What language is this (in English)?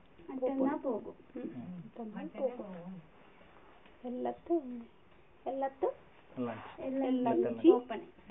Malayalam